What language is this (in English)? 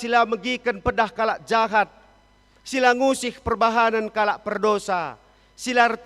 Batak Karo